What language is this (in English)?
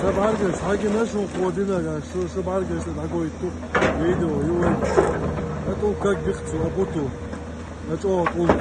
Chechen